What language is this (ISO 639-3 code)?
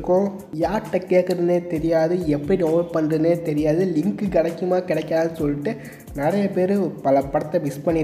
tam